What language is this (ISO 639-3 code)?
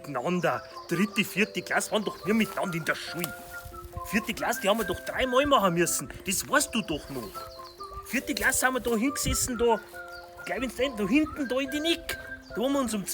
bar